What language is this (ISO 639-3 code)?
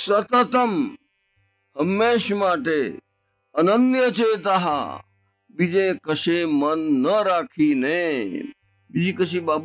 guj